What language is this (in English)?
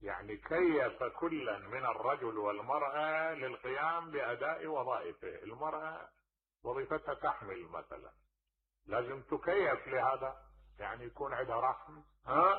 Mesopotamian Arabic